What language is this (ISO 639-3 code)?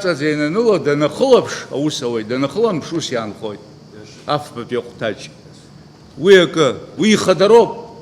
abk